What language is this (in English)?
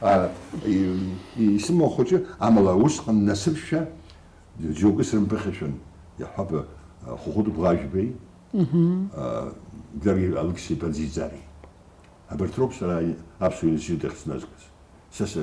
Abkhazian